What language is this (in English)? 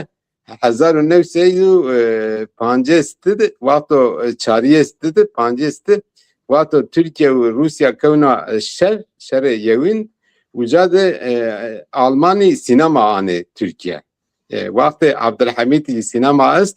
Zaza